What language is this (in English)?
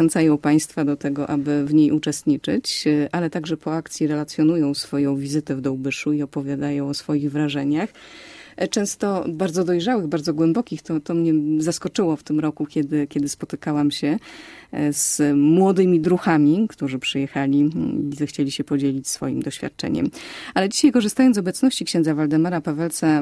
Polish